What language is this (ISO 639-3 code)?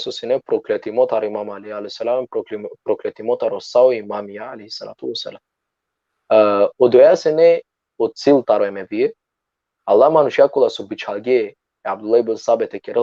rmn